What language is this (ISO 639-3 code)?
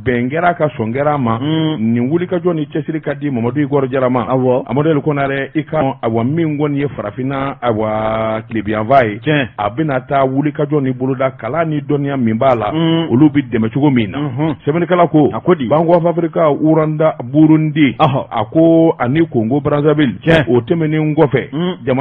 bam